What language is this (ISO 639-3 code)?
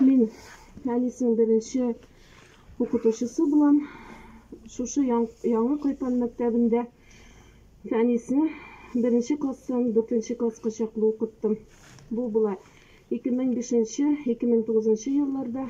tat